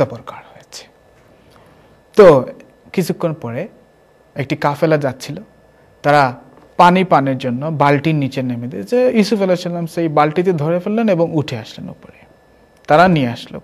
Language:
Bangla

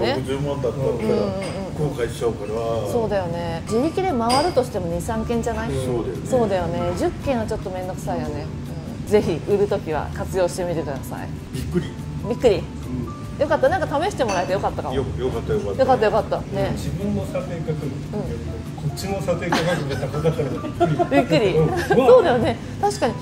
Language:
Japanese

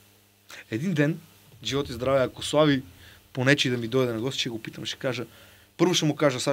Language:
Bulgarian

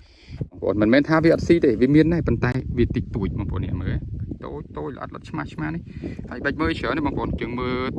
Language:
Khmer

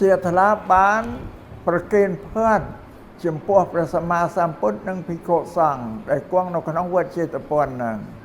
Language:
Khmer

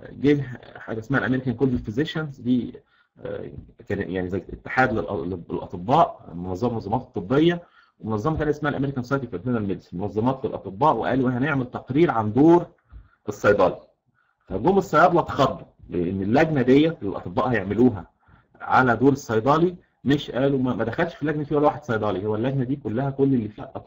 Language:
Egyptian Arabic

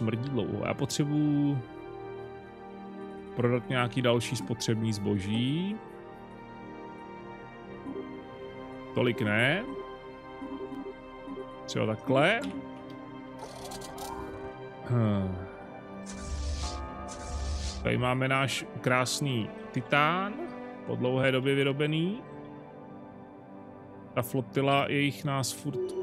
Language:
Czech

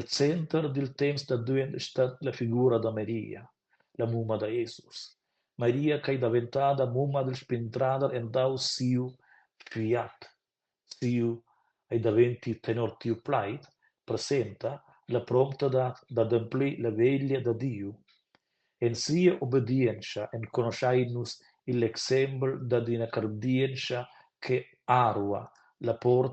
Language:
Romansh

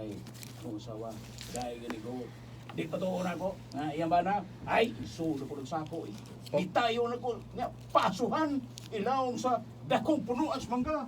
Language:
Cebuano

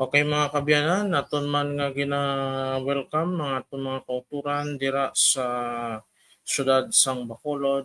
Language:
Hiligaynon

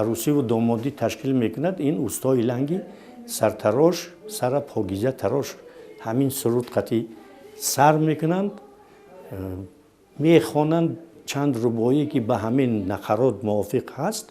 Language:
Tajik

